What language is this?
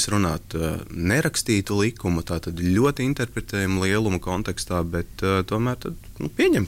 Latvian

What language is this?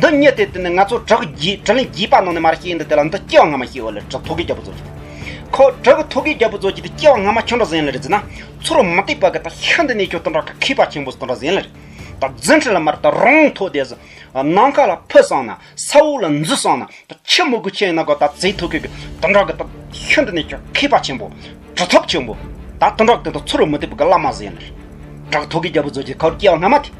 Tibetan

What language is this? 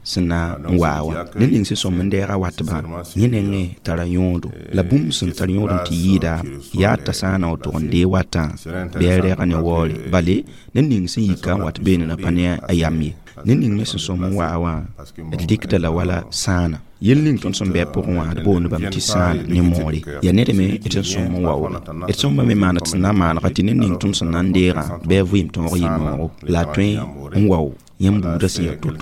Mossi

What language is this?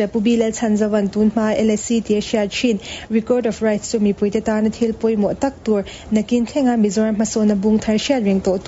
Mizo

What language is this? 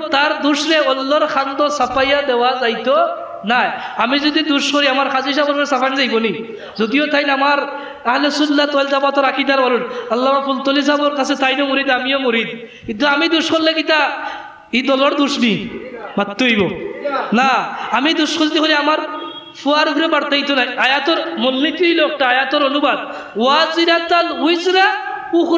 Sylheti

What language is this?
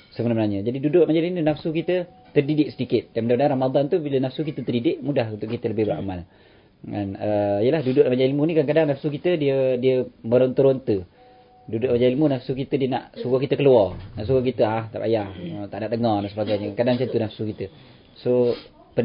Malay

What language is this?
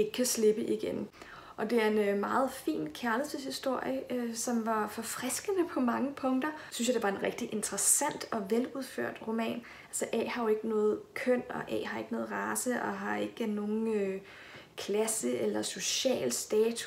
Danish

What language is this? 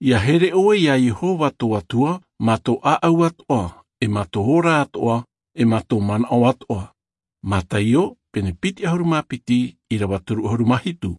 Tahitian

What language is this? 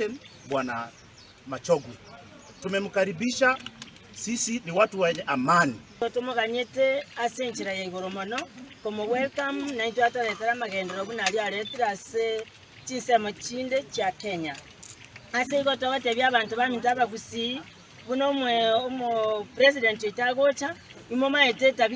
Gusii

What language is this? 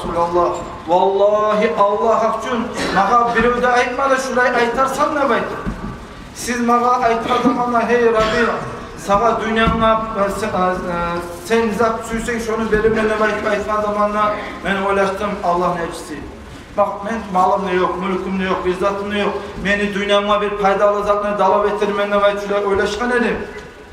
Kumyk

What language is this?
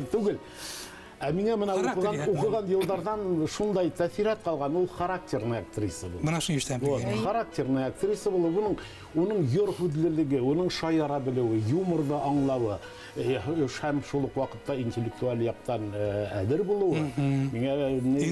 Bashkir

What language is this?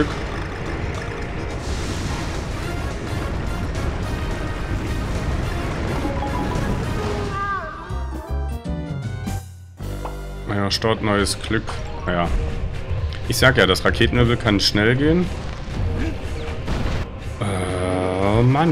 German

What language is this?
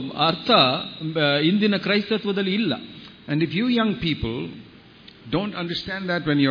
Kannada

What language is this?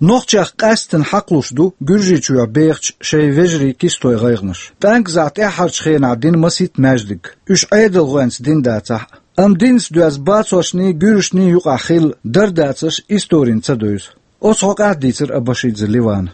Chechen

